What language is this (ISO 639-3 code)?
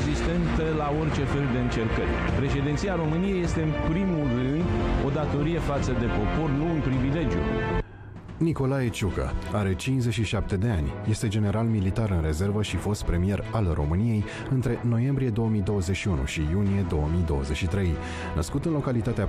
ron